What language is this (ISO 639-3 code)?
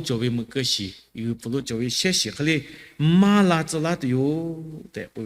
lhu